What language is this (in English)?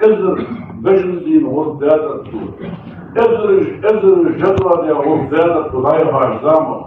Ingush